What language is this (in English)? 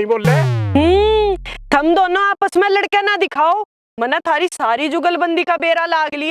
Haryanvi